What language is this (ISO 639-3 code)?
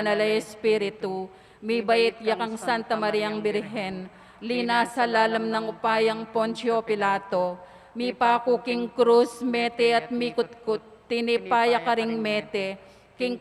pam